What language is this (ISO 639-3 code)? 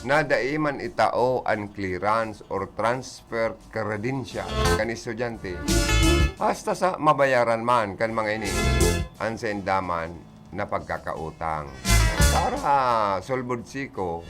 bik